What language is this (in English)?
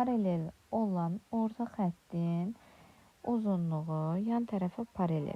Azerbaijani